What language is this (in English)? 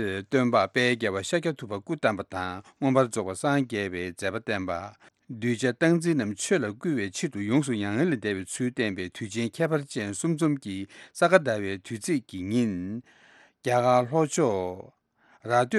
Tibetan